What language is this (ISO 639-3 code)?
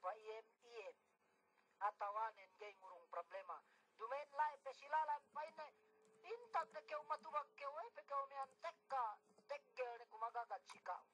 yka